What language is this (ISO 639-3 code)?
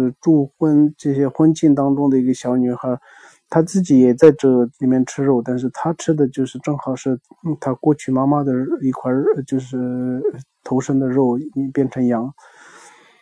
zho